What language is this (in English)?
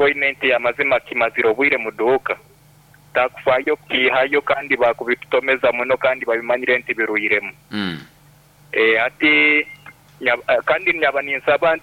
Nyoro